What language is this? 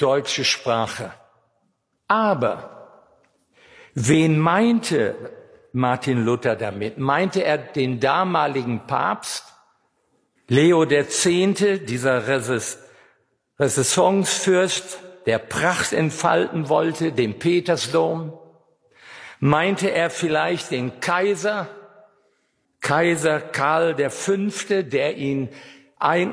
German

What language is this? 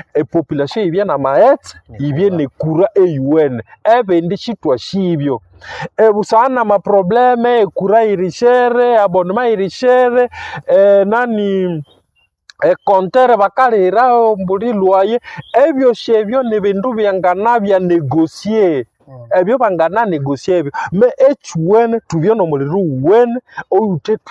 Nande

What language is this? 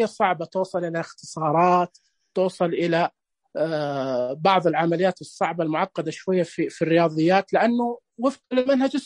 Najdi Arabic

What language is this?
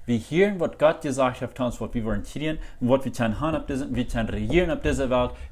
Plautdietsch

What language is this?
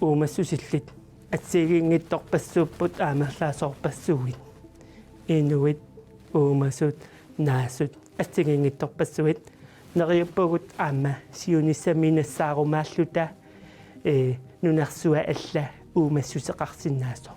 Kalaallisut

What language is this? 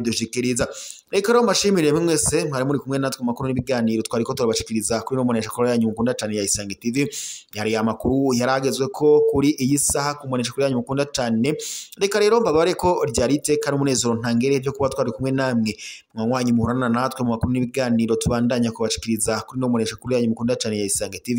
Rundi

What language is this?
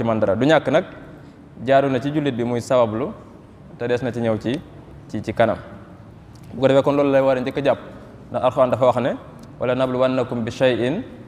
Wolof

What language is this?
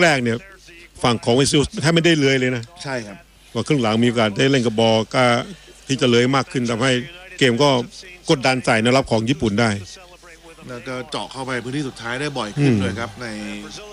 Thai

